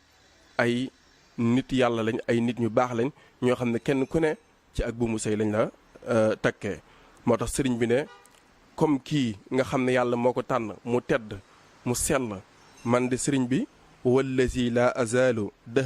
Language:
Wolof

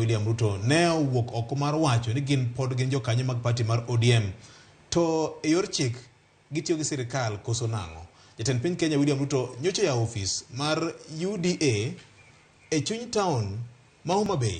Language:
Luo (Kenya and Tanzania)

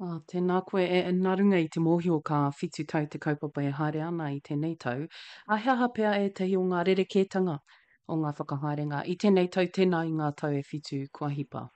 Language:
Māori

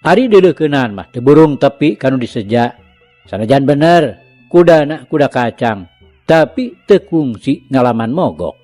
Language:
Sundanese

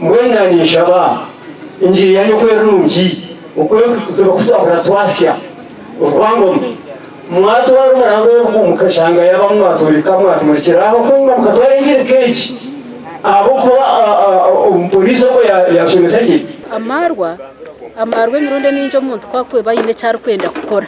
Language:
Nyankole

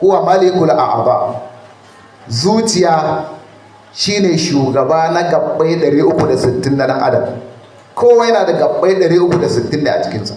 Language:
Hausa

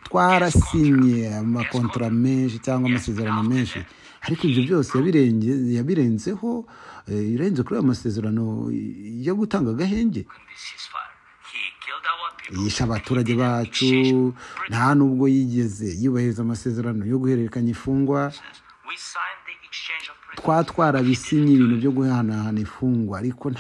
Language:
Kinyarwanda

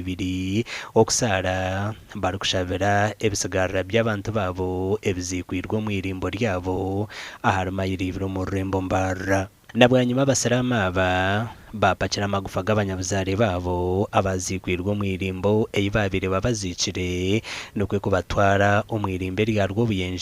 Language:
Nyankole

